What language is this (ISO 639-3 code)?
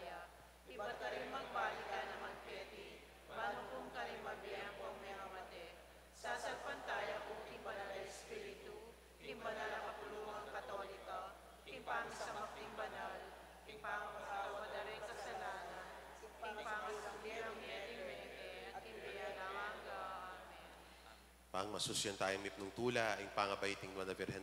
pam